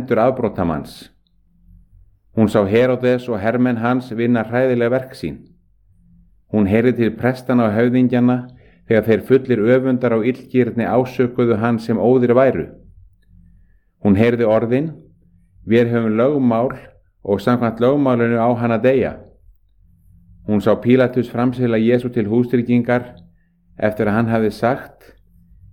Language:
Icelandic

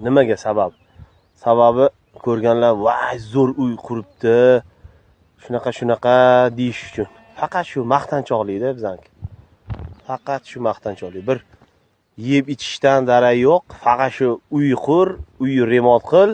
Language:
Uzbek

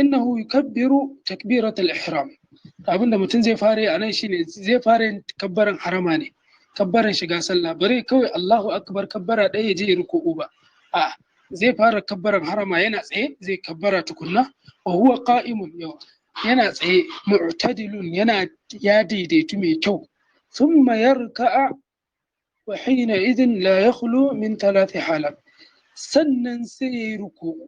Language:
Hausa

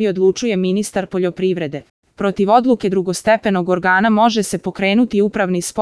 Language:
Serbian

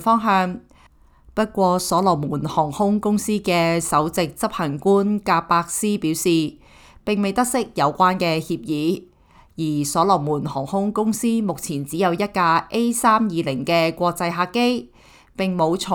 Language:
Cantonese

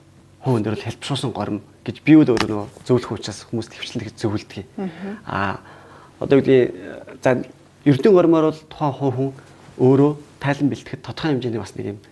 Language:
Mongolian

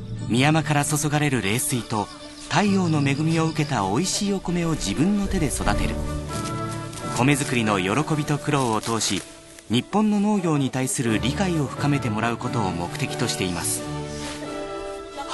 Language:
Japanese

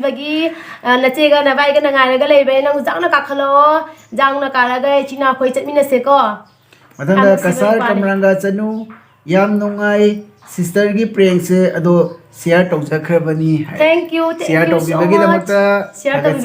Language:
Manipuri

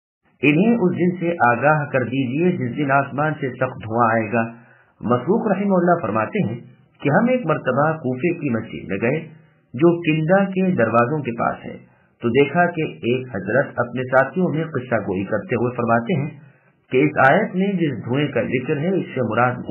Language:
Urdu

